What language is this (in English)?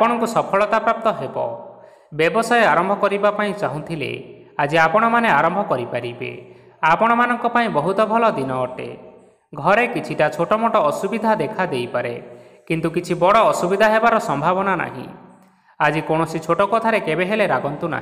Odia